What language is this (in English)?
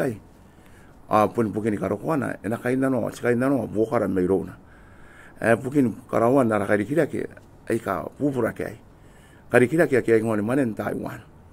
Gilbertese